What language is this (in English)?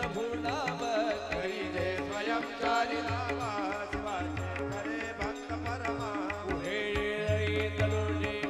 Marathi